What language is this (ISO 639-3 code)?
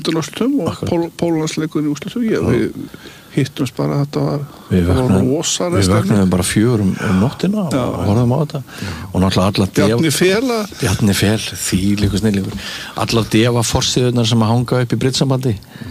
isl